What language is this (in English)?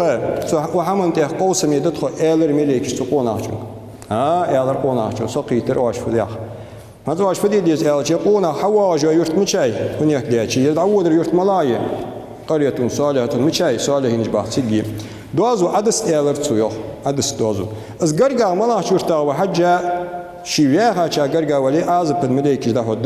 Ingush